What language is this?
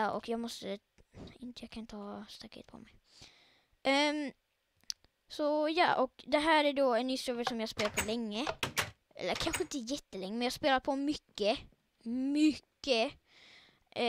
Swedish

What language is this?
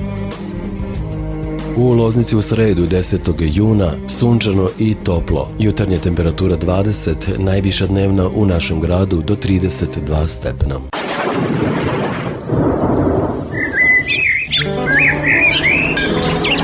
Serbian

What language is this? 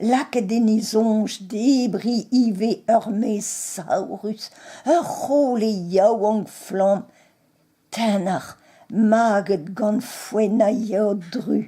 Breton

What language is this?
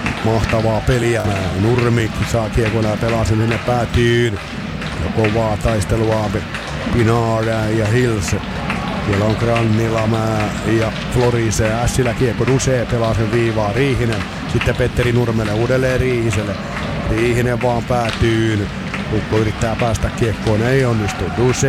Finnish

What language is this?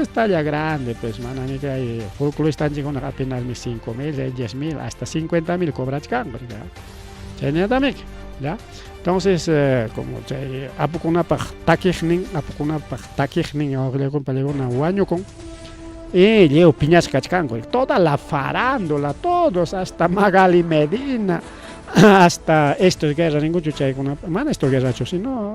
Ayacucho Quechua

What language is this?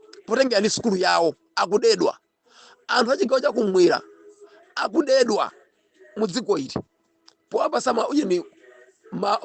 Nyanja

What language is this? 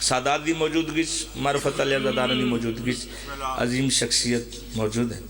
Pahari-Potwari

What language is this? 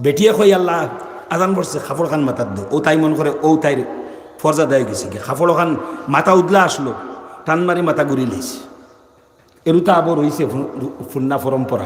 Sylheti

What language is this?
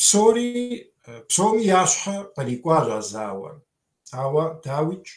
Kabardian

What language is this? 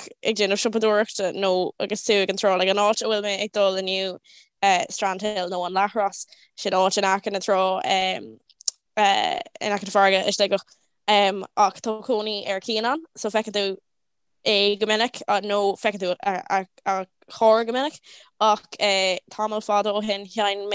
Irish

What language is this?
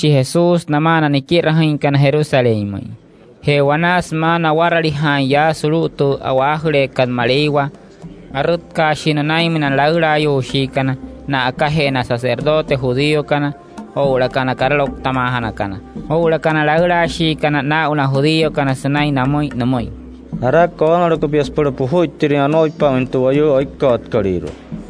Wayuu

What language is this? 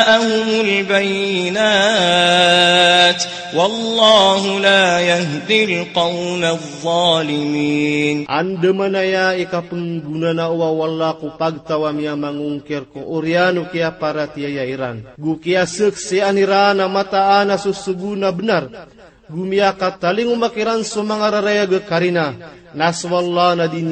Maranao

